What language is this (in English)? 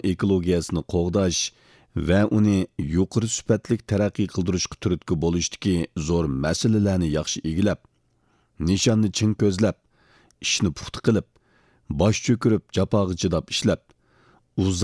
Uyghur